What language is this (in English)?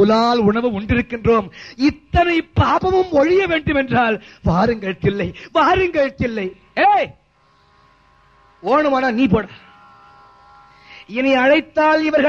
Tamil